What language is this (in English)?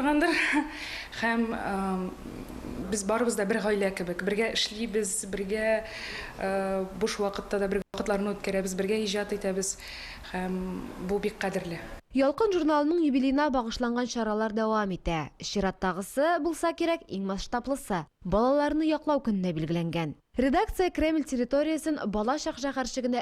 Tatar